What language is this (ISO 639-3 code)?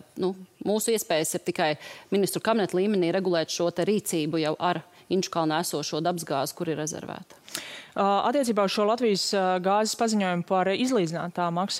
lav